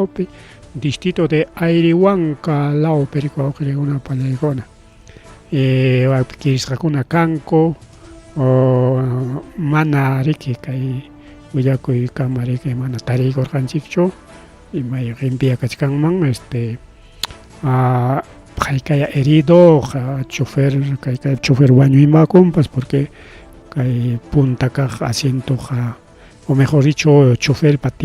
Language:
Ayacucho Quechua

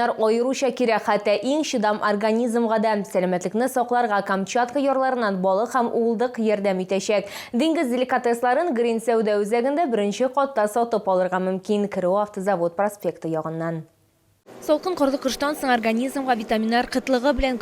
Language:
Tatar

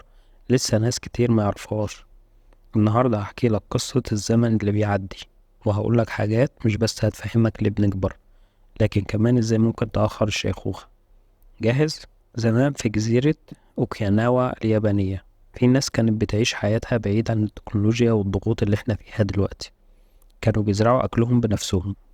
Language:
Egyptian Arabic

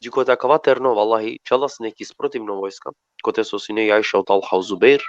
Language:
Balkan Romani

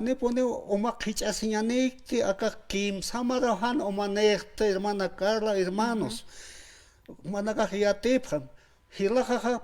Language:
Aymara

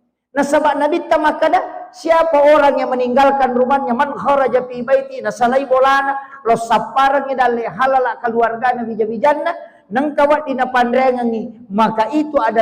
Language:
Buginese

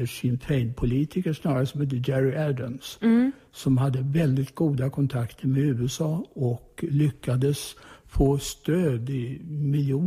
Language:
Swedish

